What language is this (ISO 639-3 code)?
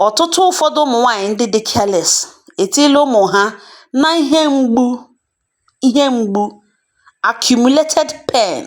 ibo